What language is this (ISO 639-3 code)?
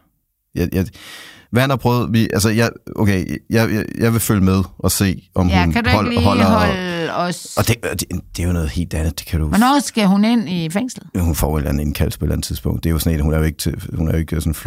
dan